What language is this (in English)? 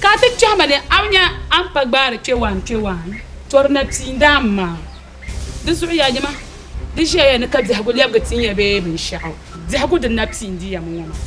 Dagbani